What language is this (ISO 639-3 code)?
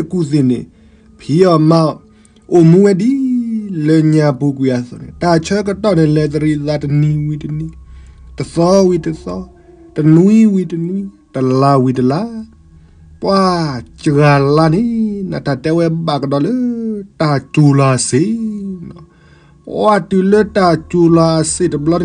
ksw